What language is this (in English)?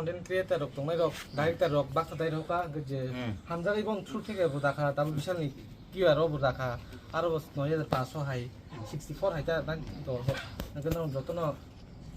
Kok Borok